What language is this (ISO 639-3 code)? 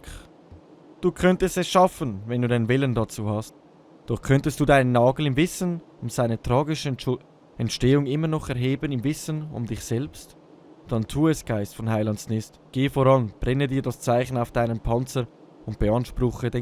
gsw